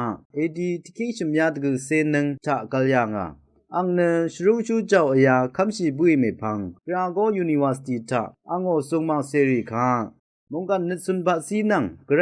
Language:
Rawang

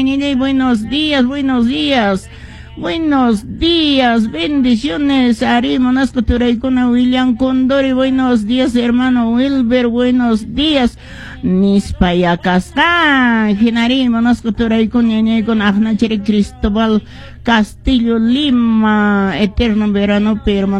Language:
Quechua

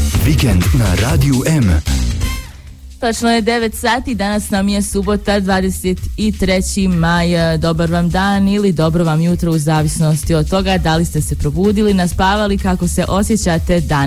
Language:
Bosnian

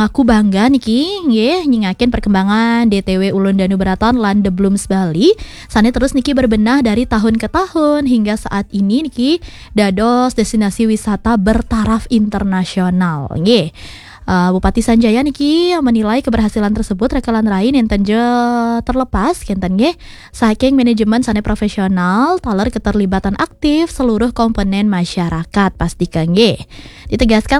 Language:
Balinese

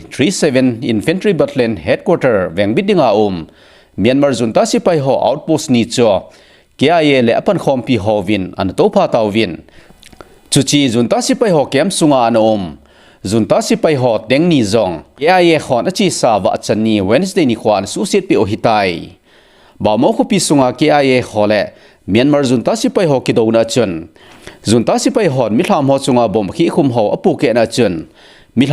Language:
Thado Chin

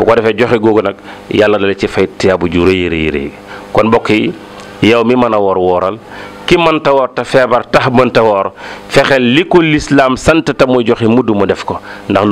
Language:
Wolof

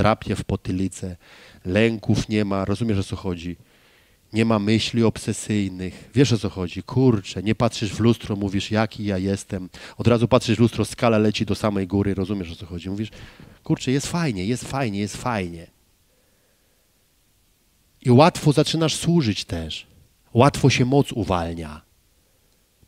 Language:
Polish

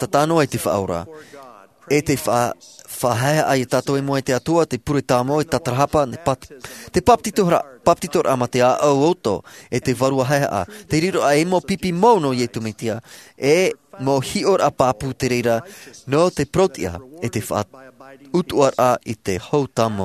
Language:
Tahitian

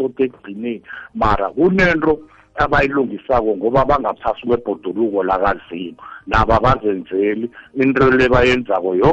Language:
South Ndebele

